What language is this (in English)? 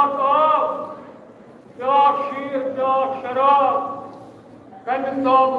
Kashmiri